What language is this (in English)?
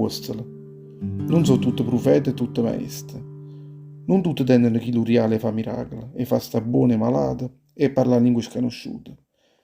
Neapolitan